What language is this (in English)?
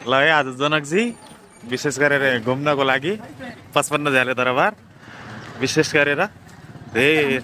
Nepali